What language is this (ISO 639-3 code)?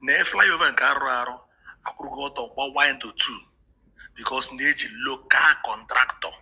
ibo